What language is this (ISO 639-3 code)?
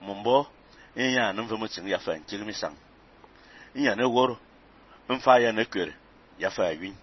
fan